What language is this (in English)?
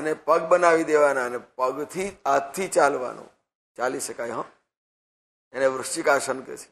Gujarati